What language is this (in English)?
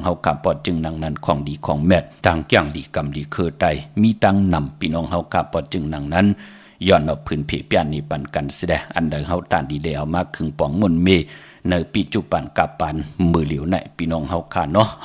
Shan